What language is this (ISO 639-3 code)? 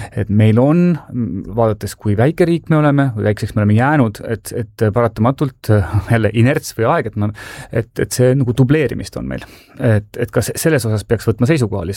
est